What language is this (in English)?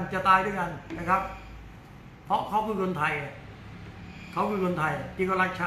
Thai